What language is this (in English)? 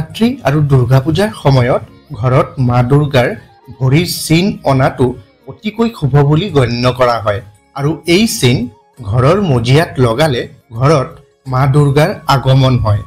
Assamese